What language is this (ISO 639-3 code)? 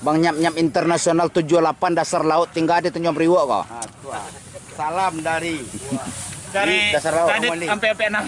min